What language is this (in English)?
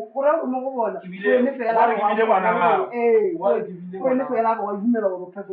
Northern Sotho